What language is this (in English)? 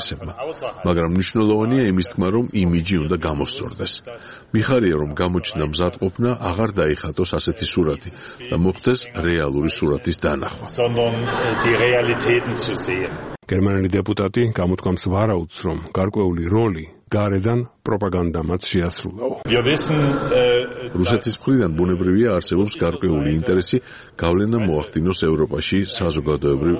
Georgian